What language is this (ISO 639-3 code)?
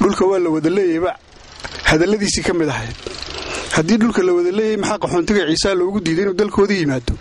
som